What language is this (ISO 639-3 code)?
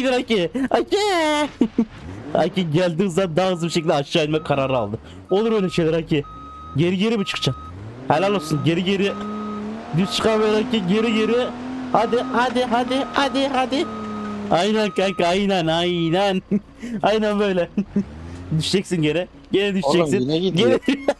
tur